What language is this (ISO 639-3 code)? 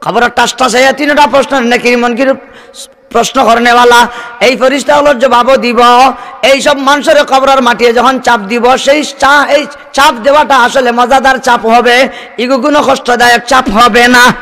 syl